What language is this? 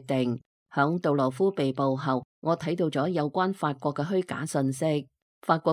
Cantonese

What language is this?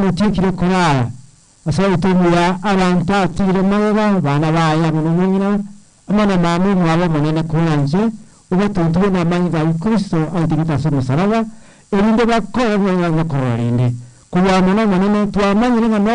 Gusii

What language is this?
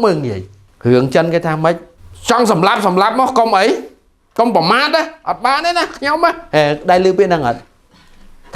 Khmer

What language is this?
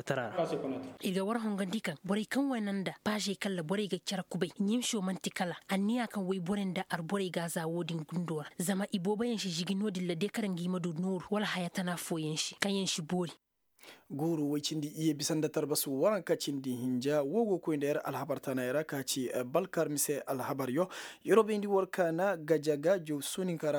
Koyraboro Senni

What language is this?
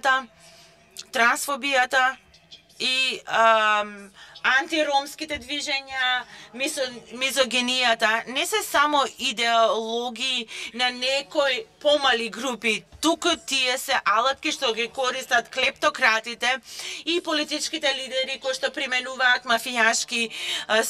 Macedonian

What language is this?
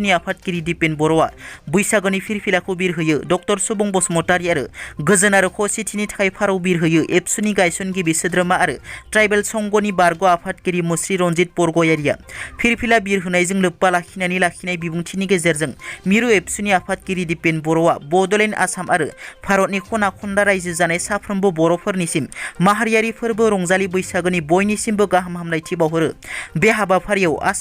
Bodo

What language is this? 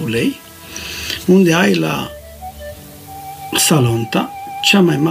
Romanian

